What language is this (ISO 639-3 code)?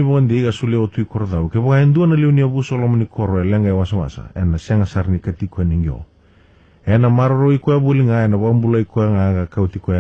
fij